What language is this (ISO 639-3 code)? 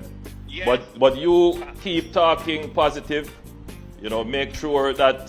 jam